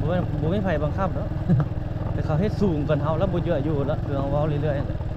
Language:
Lao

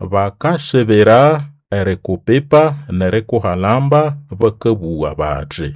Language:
Nande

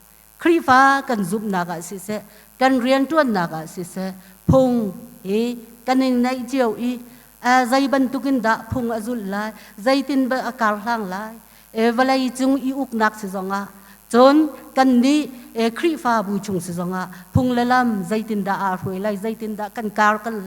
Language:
Hakha Chin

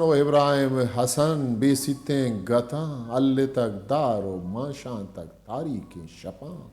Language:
Eastern Balochi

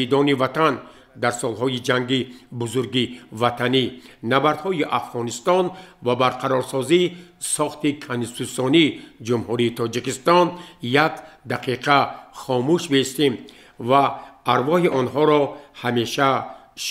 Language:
Tajik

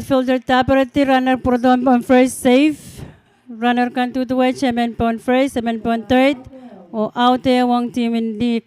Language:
Pohnpeian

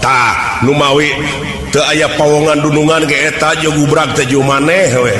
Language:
Sundanese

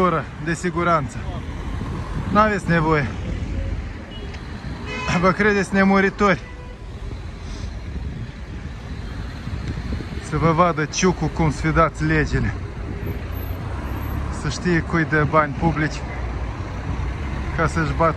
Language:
Romanian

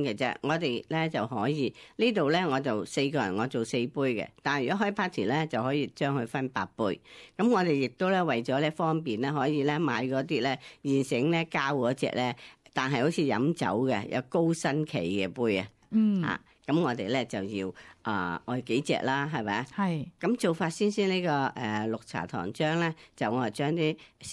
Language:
Cantonese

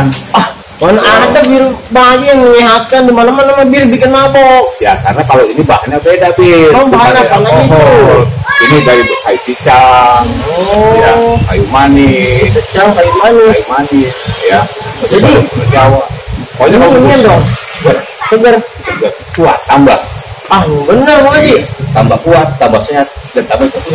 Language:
Betawi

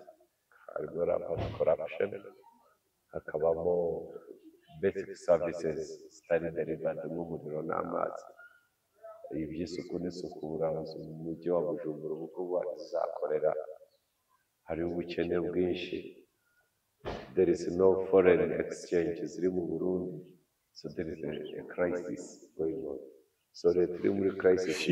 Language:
Kinyarwanda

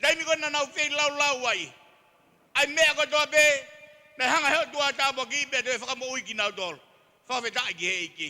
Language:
Tongan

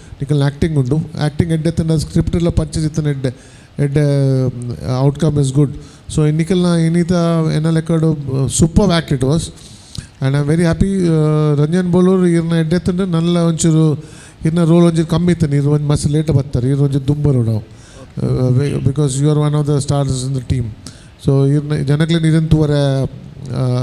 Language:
Tulu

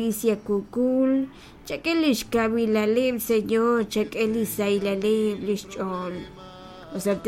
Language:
Kekchí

